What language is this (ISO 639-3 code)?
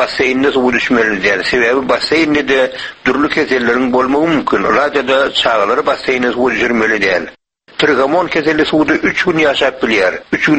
tuk